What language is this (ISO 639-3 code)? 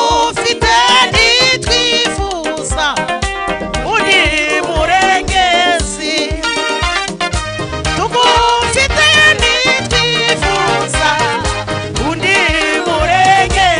kin